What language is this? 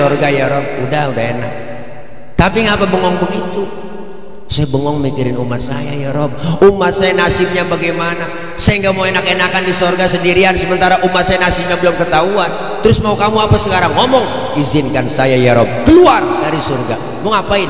Betawi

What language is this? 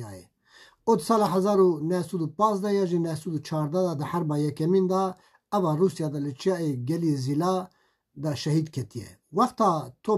Kurdish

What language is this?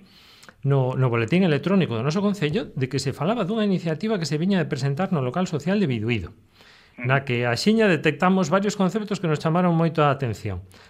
Galician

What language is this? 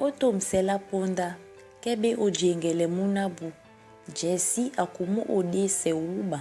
Duala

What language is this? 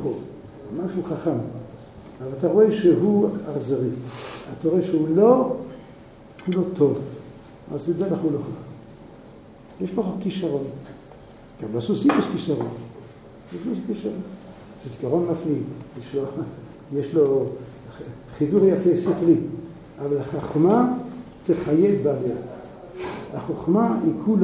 Hebrew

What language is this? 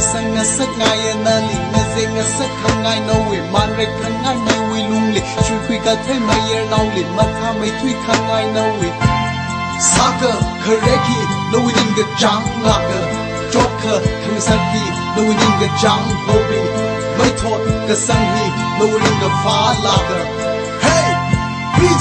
Tangkhul Naga (India)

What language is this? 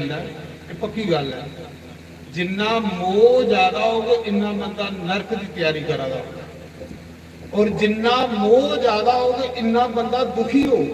Dogri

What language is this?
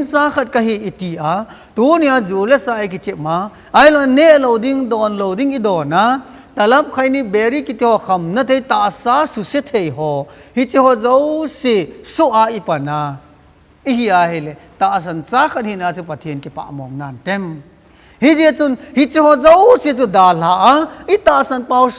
Thado Chin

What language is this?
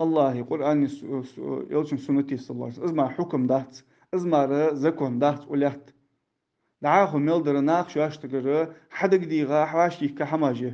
Ingush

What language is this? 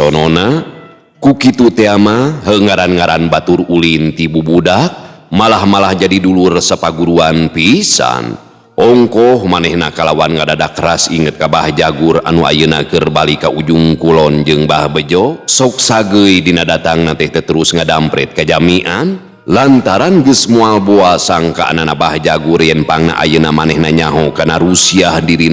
Sundanese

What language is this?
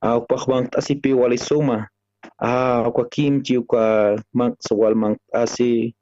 Aymara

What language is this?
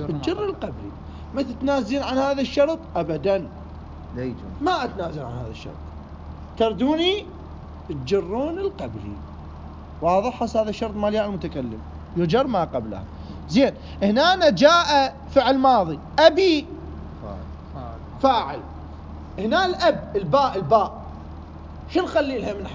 Mesopotamian Arabic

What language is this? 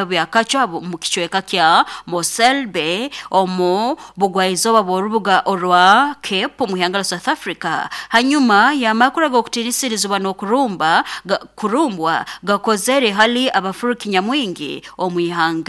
Nyoro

